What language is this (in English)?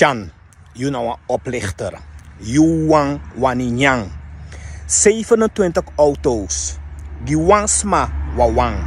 Sranan Tongo